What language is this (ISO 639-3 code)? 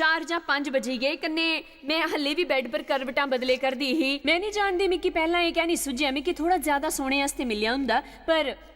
doi